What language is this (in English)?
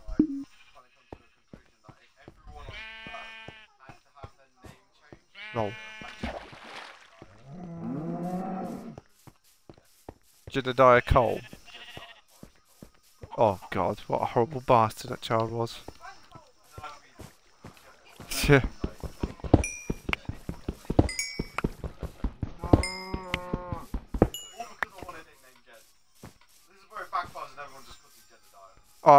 English